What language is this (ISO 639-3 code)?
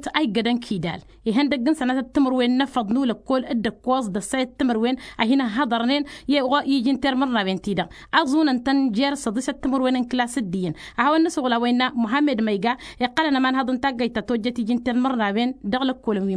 taq